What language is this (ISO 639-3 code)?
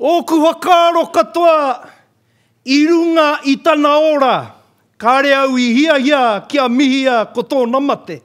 mri